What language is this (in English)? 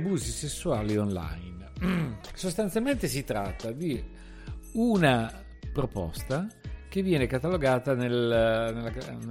Italian